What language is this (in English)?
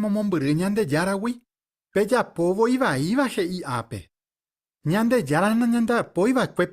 Guarani